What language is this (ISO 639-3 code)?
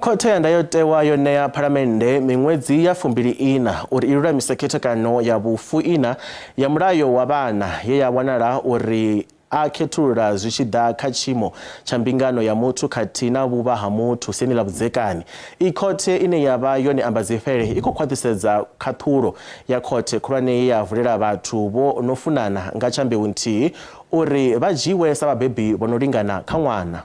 ven